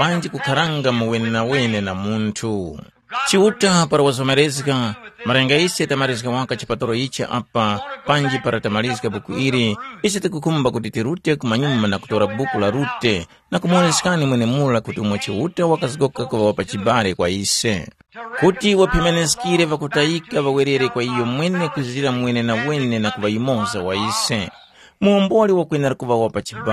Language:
Tumbuka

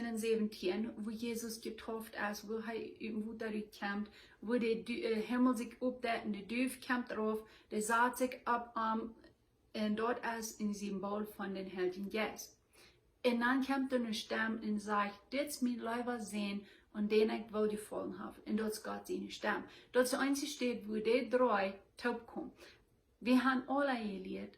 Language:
Plautdietsch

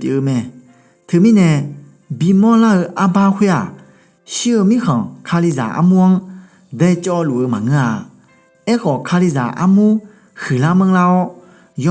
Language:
Akha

